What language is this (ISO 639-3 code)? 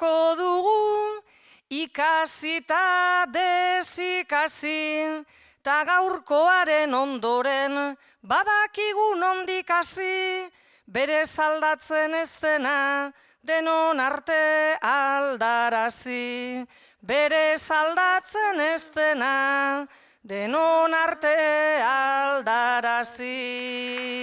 eus